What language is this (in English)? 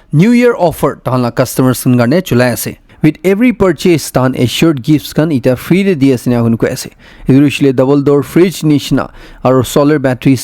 Naga Pidgin